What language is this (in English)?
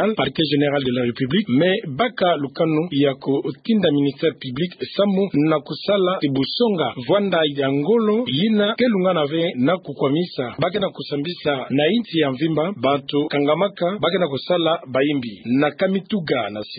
Kituba (Democratic Republic of Congo)